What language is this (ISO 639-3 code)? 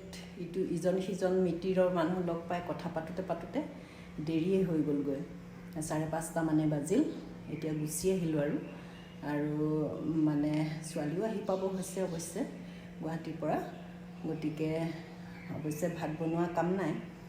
asm